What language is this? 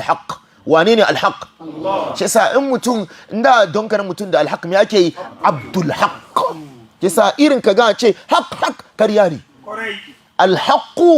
Hausa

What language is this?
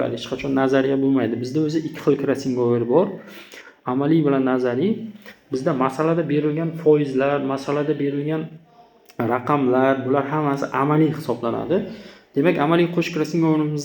Uzbek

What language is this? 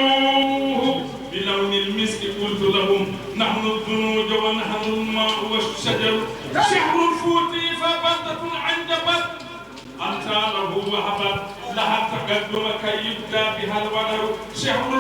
Fula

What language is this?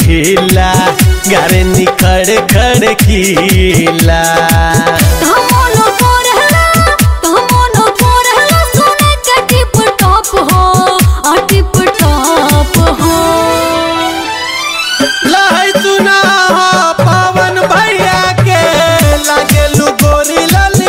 Bhojpuri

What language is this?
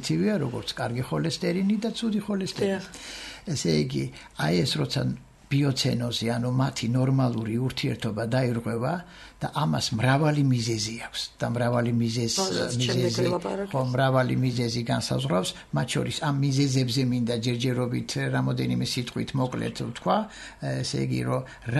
Georgian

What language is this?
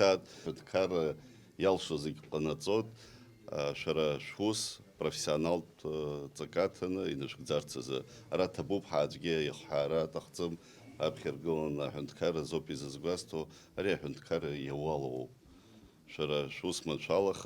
Abkhazian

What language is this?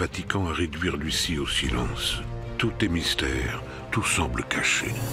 French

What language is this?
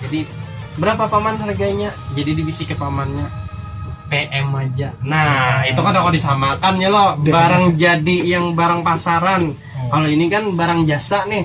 Banjar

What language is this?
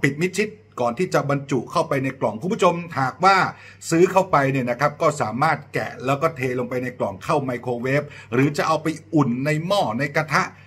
Thai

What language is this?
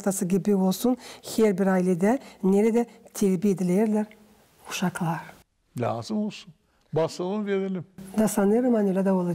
Gagauz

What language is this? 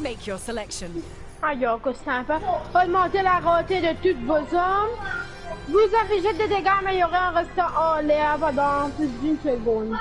Morisyen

